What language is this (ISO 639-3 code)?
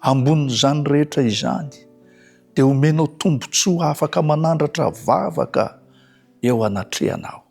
mlg